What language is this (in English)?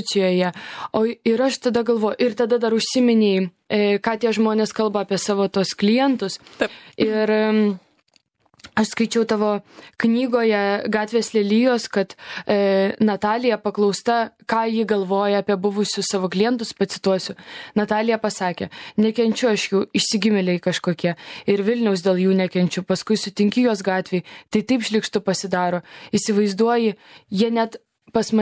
Lithuanian